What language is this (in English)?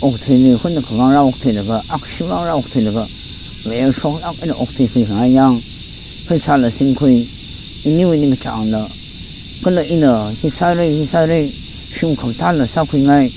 Tangkhul Naga (India)